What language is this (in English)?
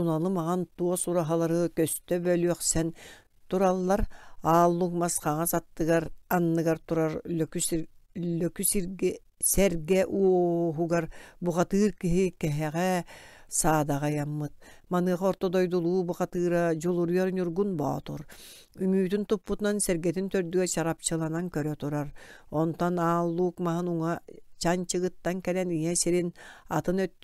Yakut